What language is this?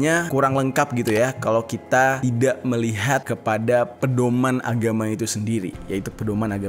Indonesian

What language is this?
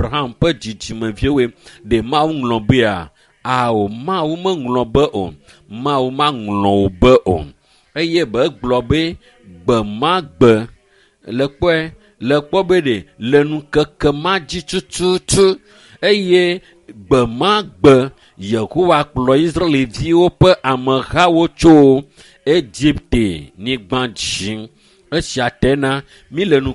Ewe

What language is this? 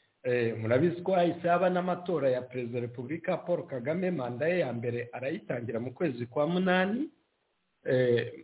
Kinyarwanda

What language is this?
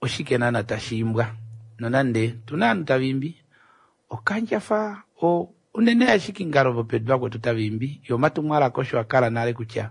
Kuanyama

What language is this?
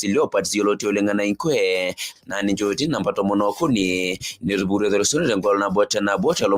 Masai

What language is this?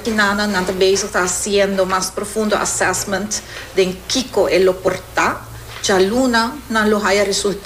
Papiamento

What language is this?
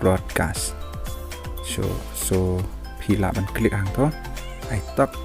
Khasi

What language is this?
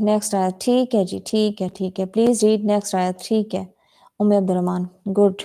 Saraiki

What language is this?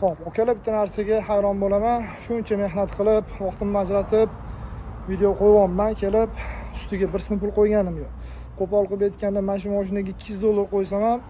Uzbek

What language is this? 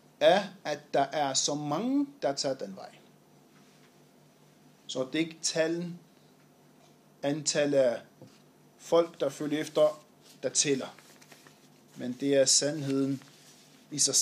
Danish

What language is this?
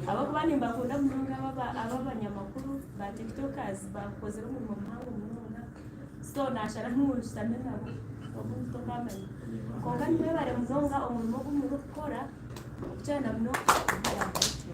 Nyankole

